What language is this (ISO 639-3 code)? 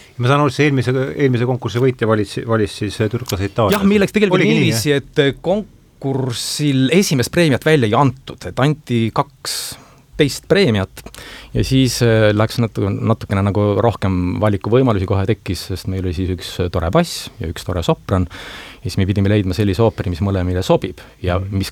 est